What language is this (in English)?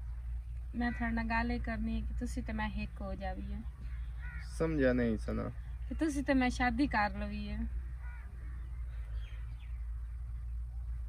Punjabi